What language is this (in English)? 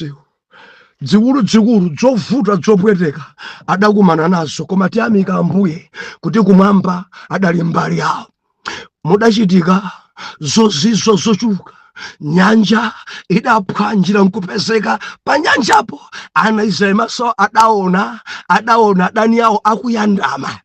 Nyanja